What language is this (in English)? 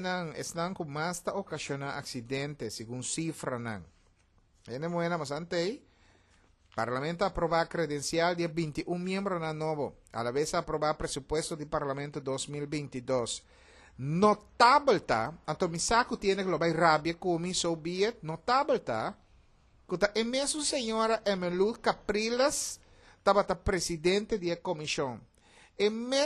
Papiamento